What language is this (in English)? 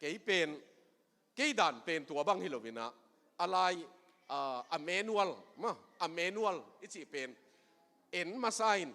Tedim Chin